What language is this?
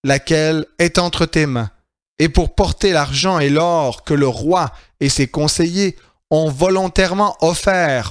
French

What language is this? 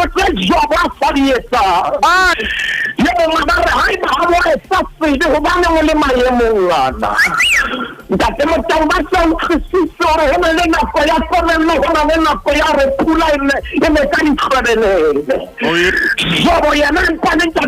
Southern Sotho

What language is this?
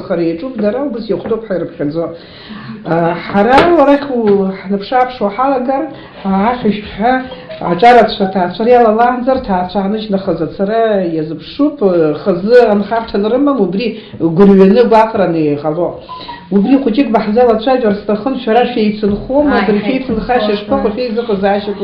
Abkhazian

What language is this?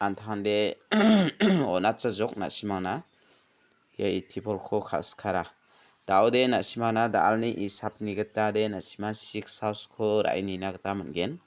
Garo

